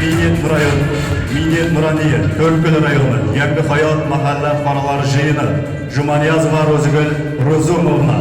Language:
Kara-Kalpak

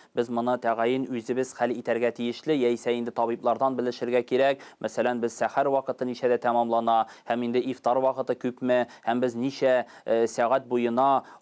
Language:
Tatar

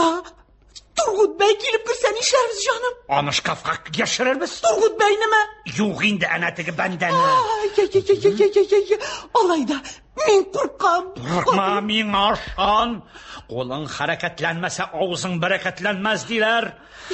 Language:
Tatar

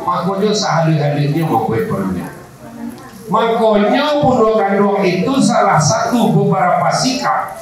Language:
Minangkabau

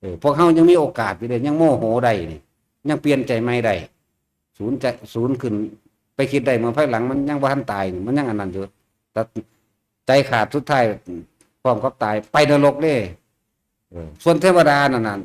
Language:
Northeastern Thai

